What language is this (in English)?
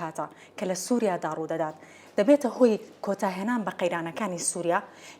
Central Kurdish